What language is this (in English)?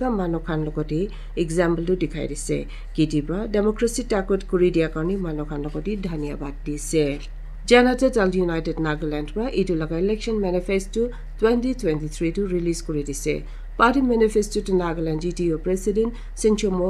Naga Pidgin